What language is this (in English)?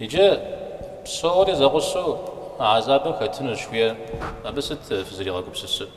Kabardian